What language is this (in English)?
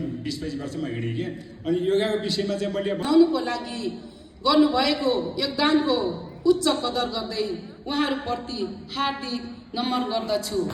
Nepali